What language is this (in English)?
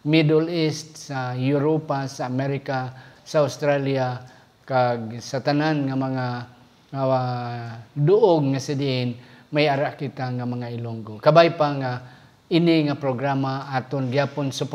Hiligaynon